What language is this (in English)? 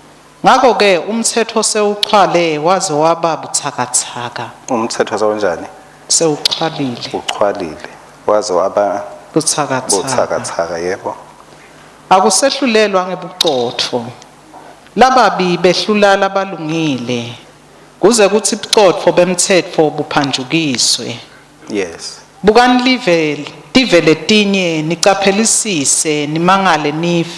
Swati